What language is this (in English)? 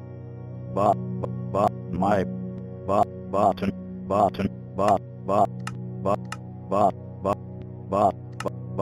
English